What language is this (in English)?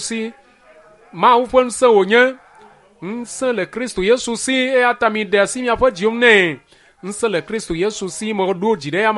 Ewe